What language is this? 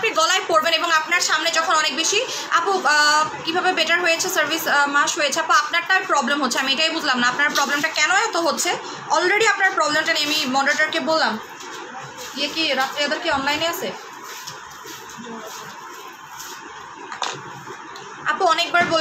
Bangla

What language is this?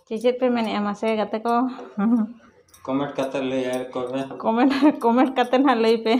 Santali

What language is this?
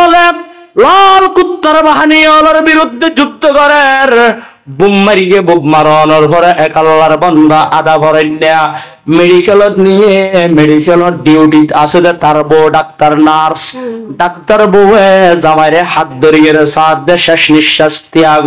Rohingya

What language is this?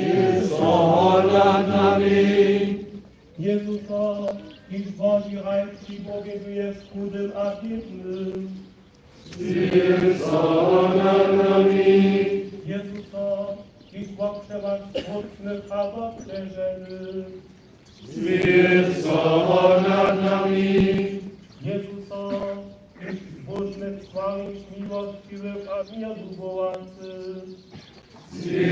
Upper Sorbian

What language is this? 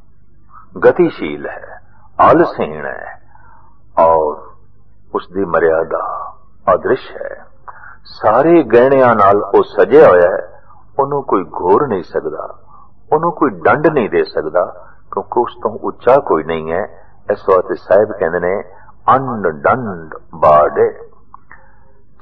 Punjabi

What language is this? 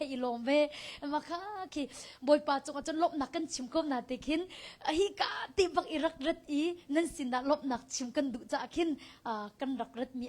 Hakha Chin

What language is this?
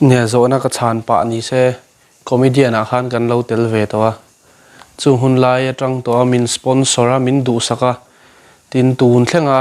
Mizo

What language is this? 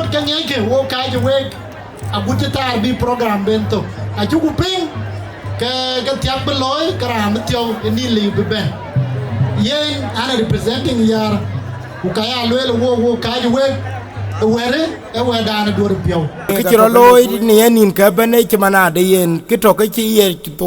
Dinka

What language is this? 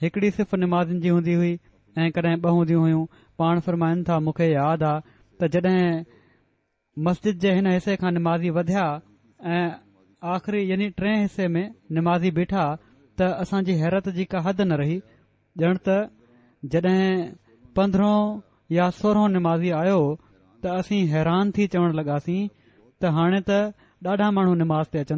Sindhi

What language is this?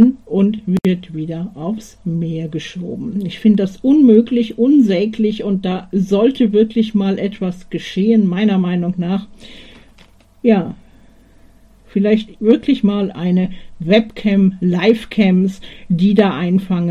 German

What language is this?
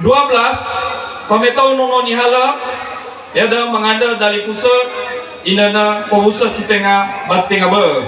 Nias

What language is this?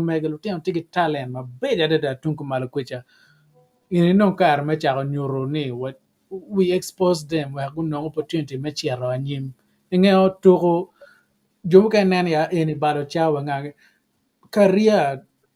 Acoli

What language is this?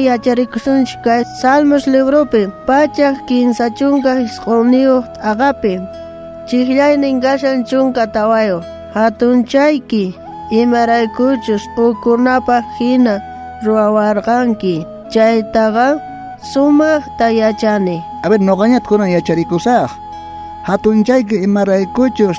South Bolivian Quechua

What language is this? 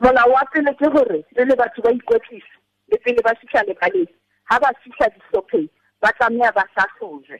Southern Sotho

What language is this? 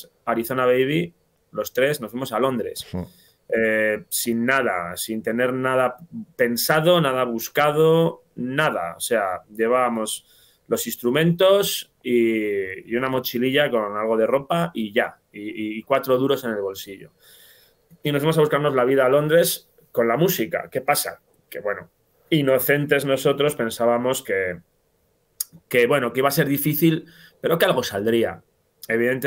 Spanish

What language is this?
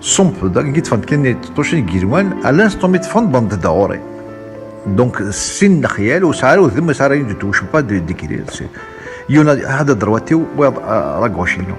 Kabyle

